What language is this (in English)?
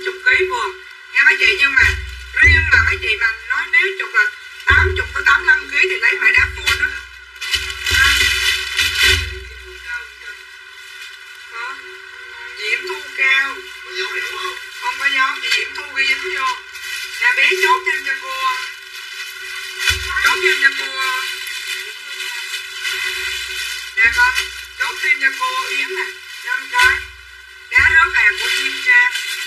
Vietnamese